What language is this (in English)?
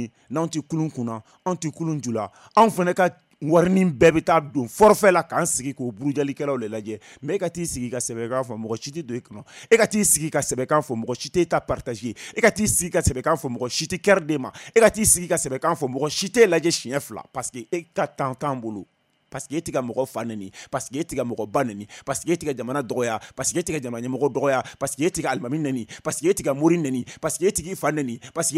Bambara